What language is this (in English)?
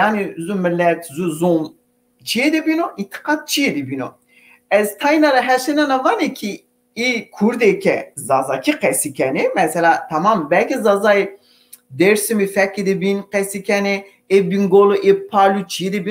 Zaza